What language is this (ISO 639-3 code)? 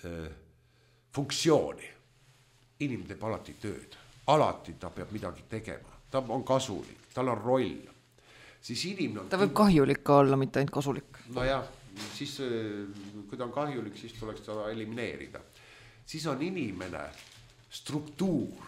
est